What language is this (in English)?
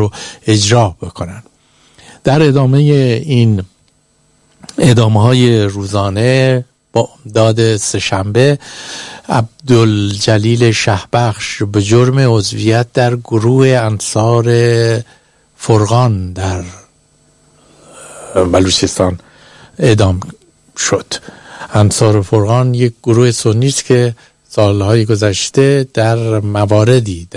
Persian